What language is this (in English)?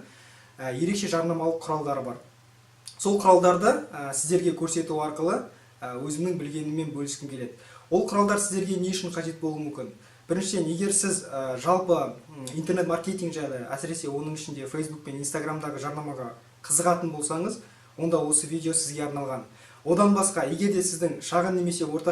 Kazakh